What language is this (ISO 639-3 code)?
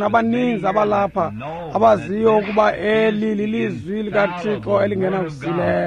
xho